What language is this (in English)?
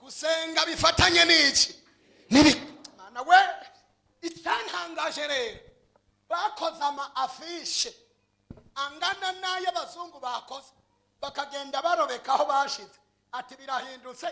Rundi